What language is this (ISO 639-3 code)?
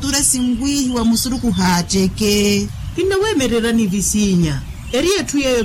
vmw